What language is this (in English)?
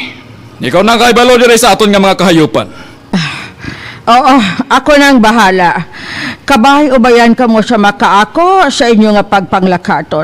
Hiligaynon